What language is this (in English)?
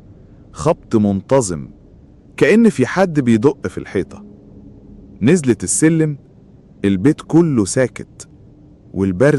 Egyptian Arabic